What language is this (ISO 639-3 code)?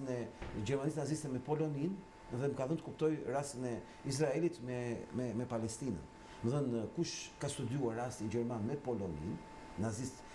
sqi